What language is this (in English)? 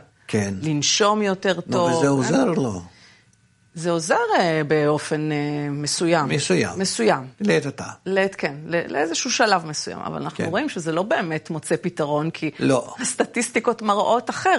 Hebrew